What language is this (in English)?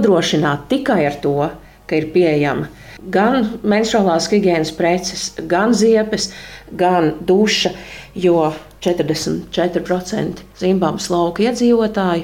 Latvian